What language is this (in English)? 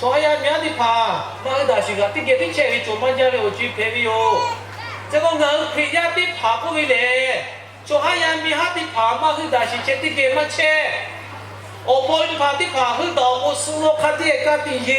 Lahu